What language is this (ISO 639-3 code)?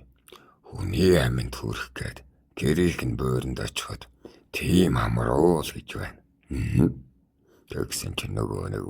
mon